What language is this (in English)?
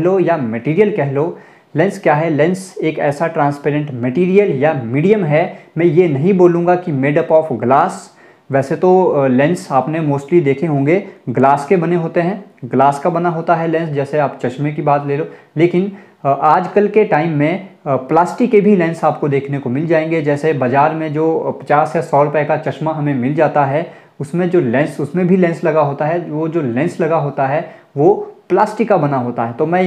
Hindi